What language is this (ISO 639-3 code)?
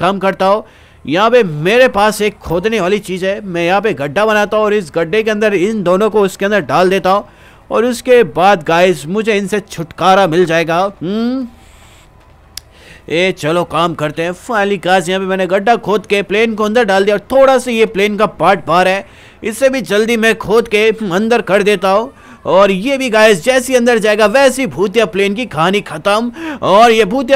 hin